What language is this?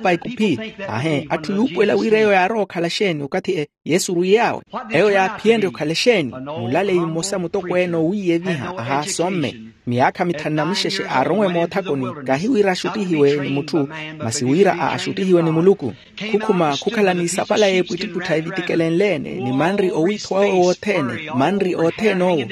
Makhuwa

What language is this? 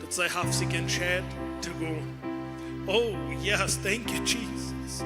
Plautdietsch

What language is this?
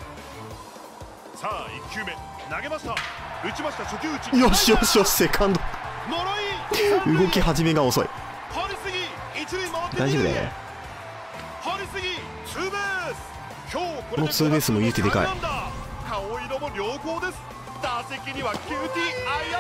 Japanese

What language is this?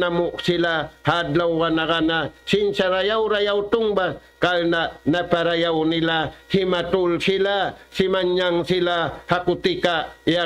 Tausug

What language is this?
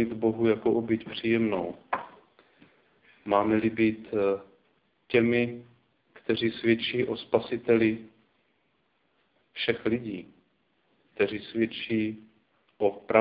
Czech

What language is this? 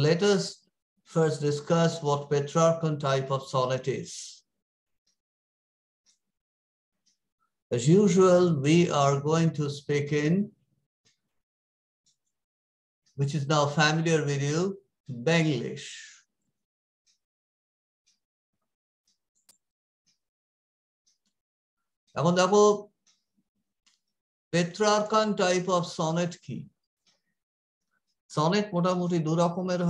Bangla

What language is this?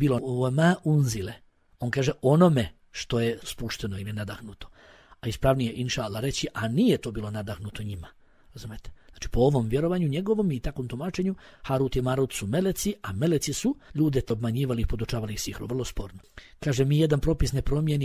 Bosnian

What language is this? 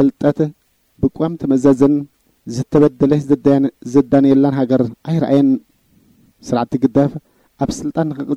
Tigrinya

